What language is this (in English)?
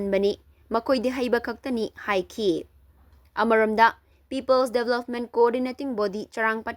Manipuri